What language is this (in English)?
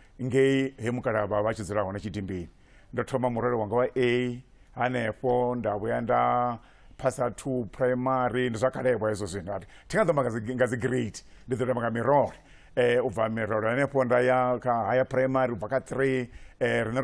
Venda